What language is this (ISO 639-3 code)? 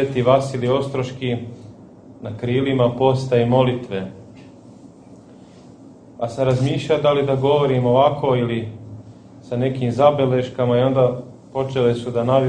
srp